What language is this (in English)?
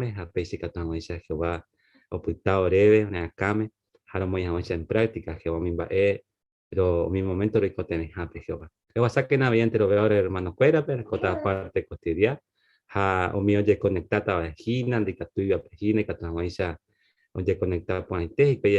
Guarani